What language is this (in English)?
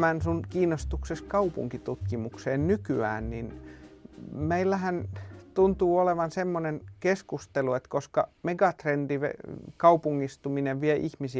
Finnish